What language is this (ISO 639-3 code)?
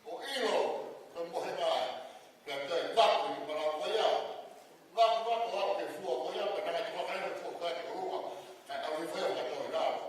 ton